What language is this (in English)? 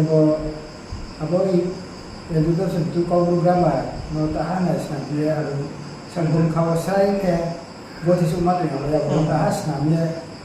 Riang (India)